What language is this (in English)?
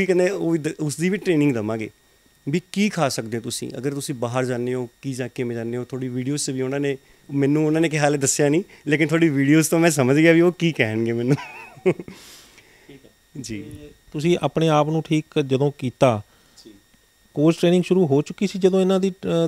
Punjabi